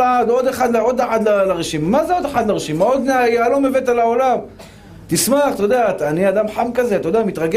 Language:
Hebrew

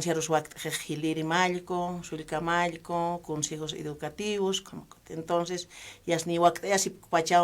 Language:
Aymara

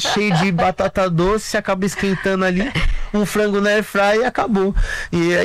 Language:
Portuguese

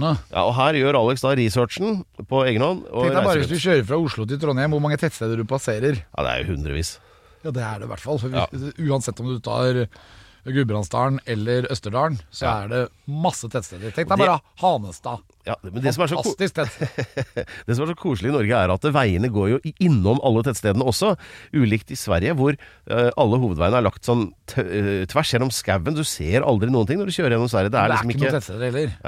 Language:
Norwegian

